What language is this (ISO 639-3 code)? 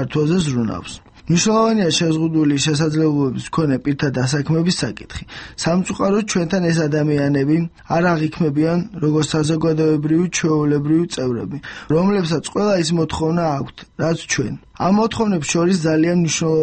kat